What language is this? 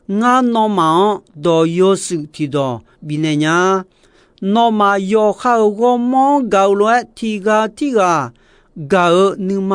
Akha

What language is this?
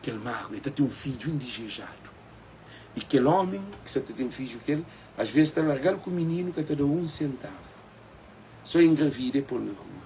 Kabuverdianu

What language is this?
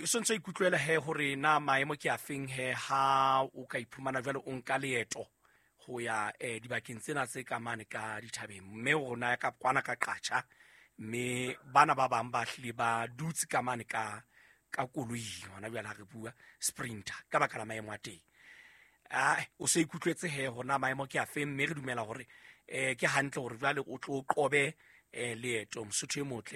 Southern Sotho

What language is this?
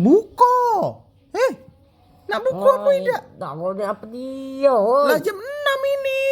Musi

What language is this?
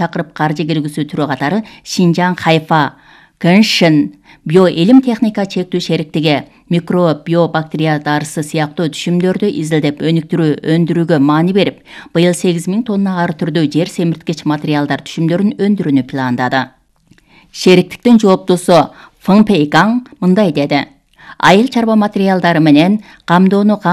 Kyrgyz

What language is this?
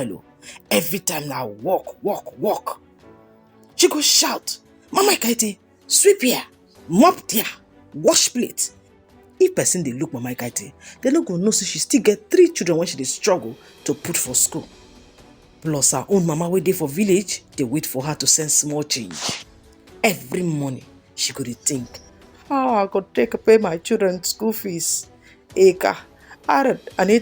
Nigerian Pidgin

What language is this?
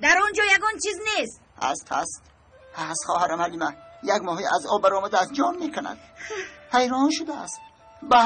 Tajik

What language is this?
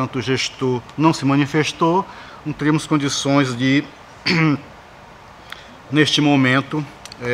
Portuguese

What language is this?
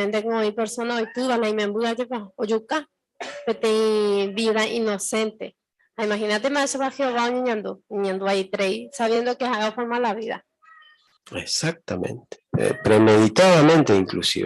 Guarani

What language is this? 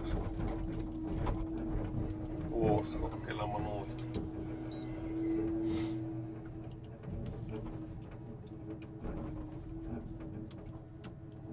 Finnish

